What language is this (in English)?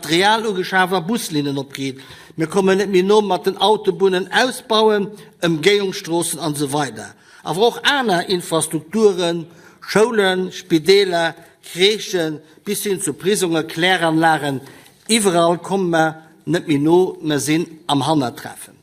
Luxembourgish